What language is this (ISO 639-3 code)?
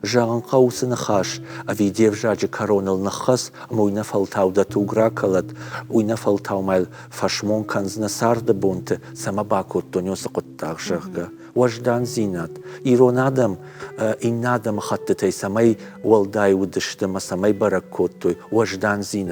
oss